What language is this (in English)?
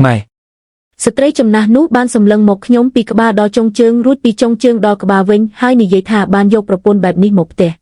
Khmer